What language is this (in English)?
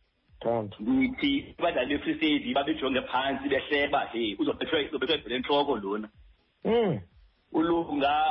Xhosa